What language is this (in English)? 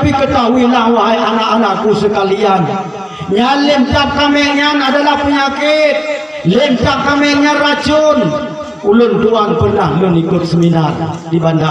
Achinese